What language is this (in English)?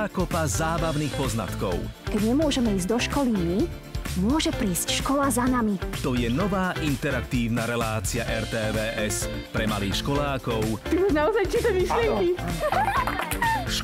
Slovak